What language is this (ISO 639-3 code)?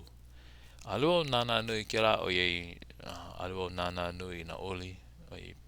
haw